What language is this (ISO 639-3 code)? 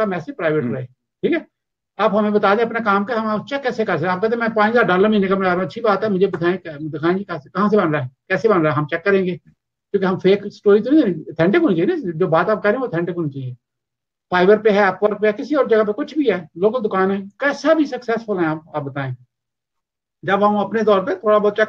urd